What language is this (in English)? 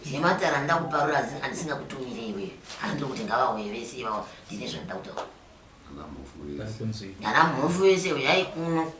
Shona